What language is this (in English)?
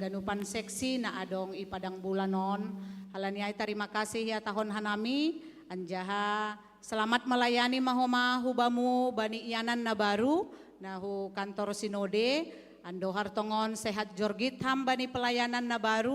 Batak Simalungun